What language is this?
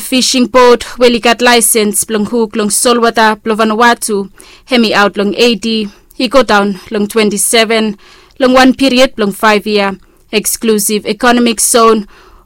Bislama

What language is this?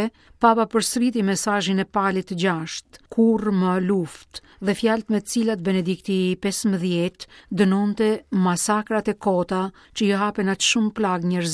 Albanian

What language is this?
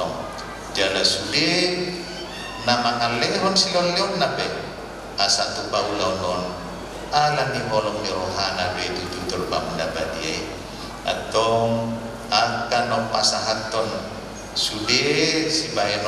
Batak Toba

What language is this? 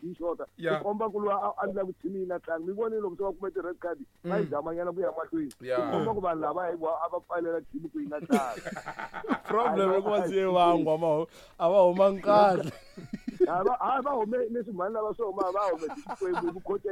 Tsonga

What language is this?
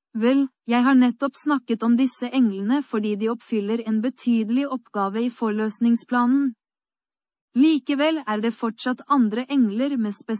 Norwegian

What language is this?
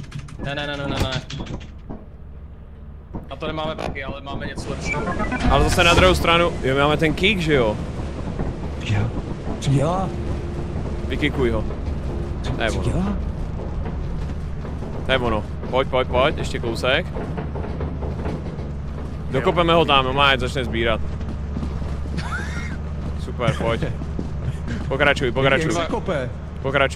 Czech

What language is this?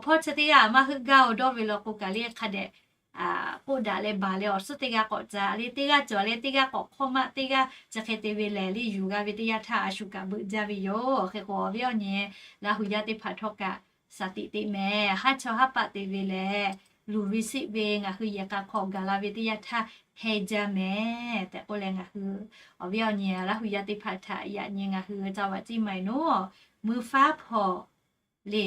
Lahu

